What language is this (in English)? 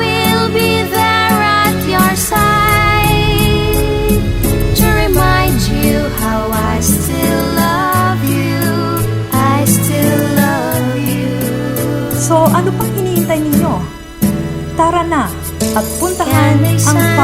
Iloko